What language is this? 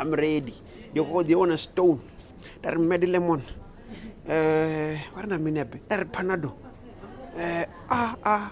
Venda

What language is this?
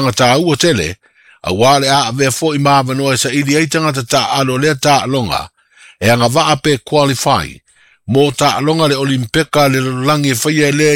Samoan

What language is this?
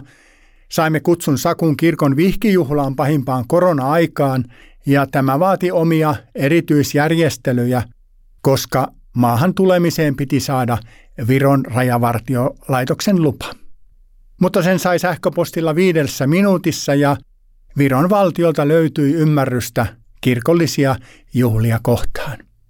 Finnish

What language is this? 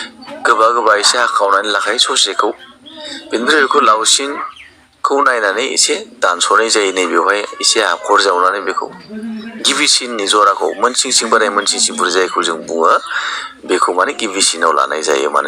Bodo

